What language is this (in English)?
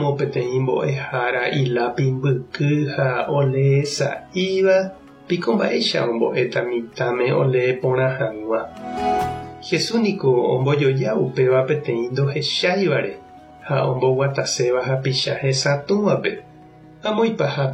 Guarani